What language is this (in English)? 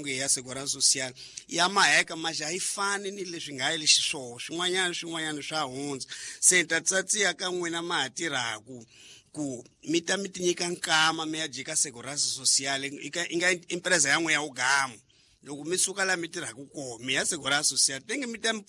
Tsonga